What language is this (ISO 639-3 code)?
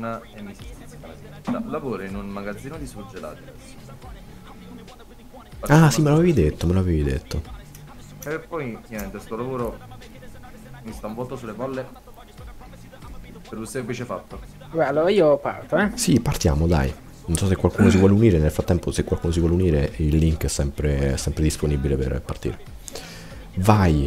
ita